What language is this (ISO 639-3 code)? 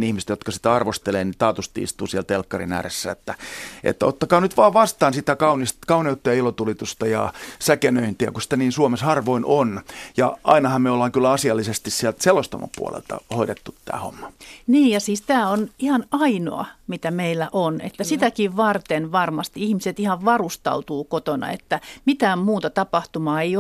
fin